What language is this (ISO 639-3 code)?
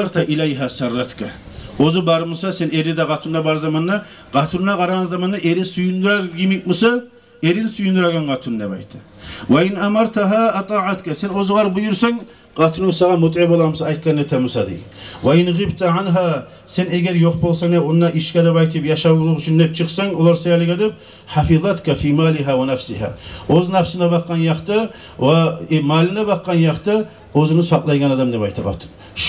kum